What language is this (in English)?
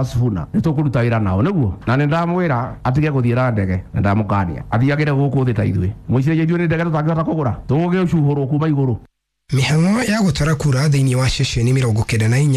Kikuyu